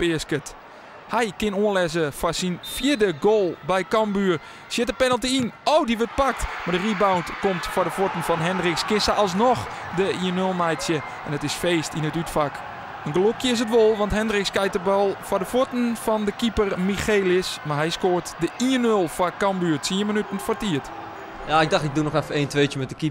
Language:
Western Frisian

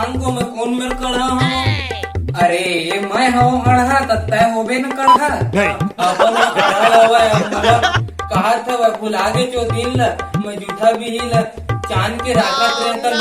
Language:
Chhattisgarhi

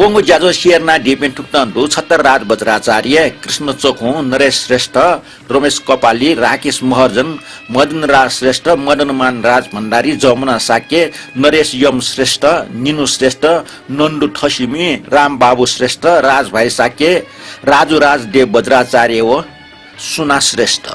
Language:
Newari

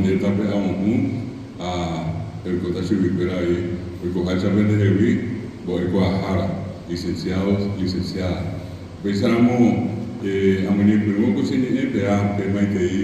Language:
Guarani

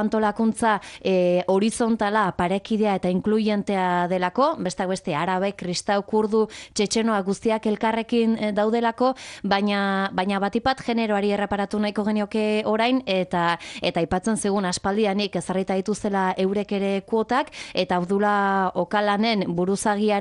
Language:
Basque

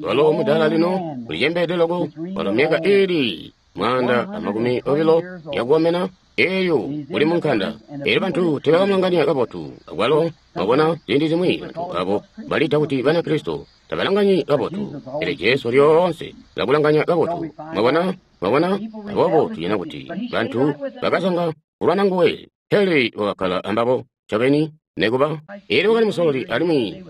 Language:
Tonga (Zambia)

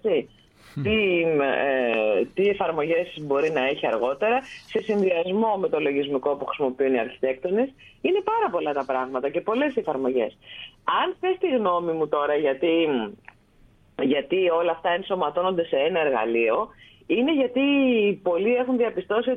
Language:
Greek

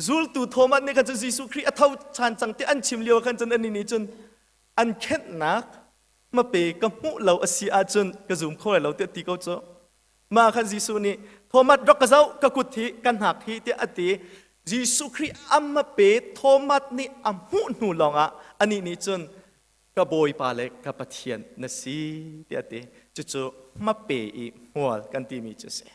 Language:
Hakha Chin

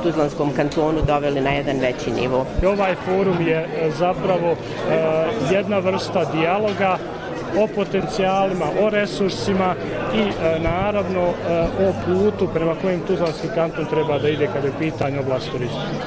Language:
Bosnian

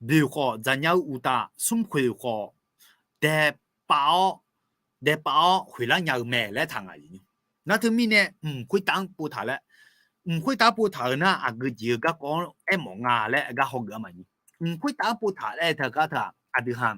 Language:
Akha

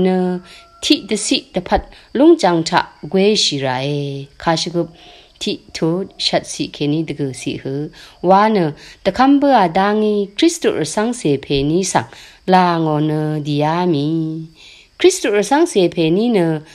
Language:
Rawang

